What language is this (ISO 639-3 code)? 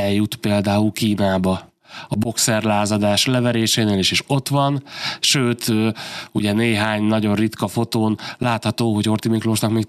hun